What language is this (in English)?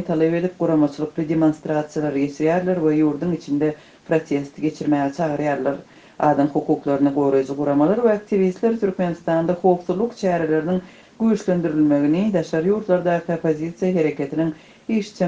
Turkmen